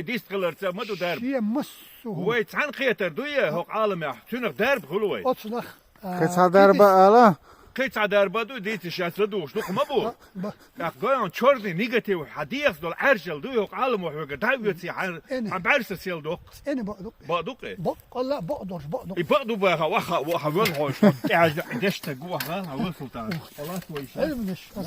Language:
Chechen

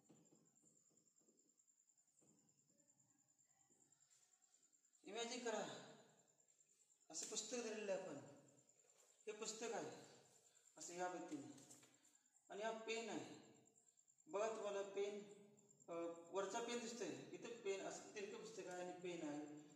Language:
Marathi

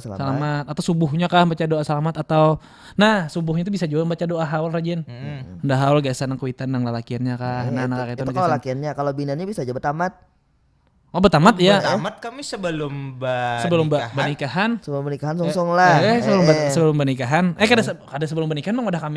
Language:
Banjar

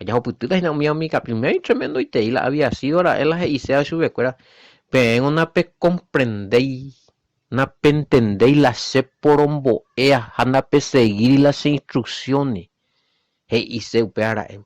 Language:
Guarani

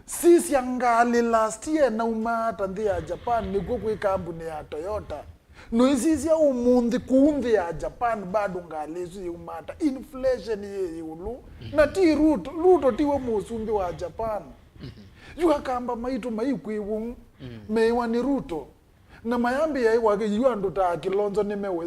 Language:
Kamba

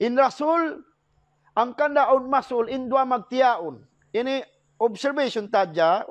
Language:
Tausug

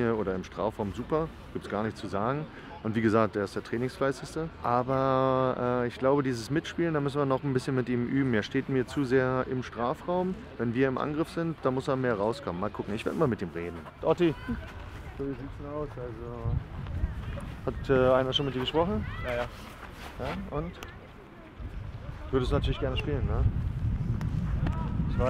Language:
German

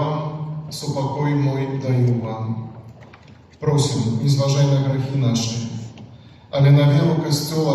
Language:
Belarusian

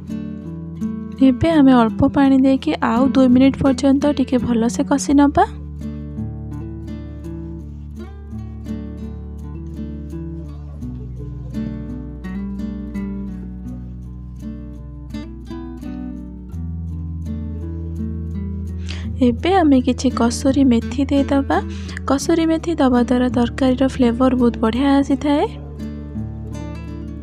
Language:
Odia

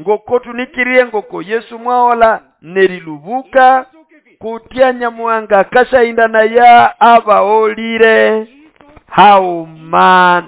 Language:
Nande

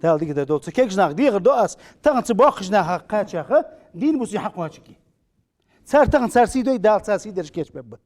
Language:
Ingush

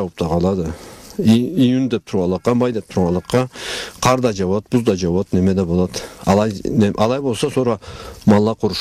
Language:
Karachay-Balkar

